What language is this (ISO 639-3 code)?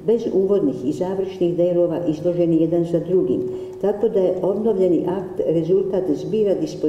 srp